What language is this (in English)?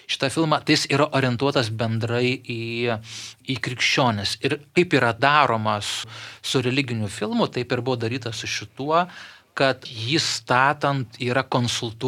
Lithuanian